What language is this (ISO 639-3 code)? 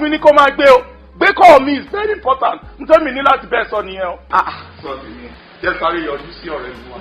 yor